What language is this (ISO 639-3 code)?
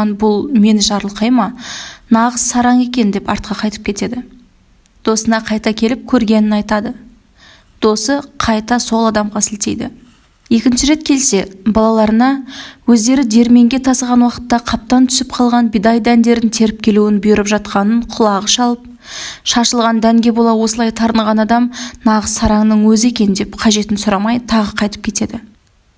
kaz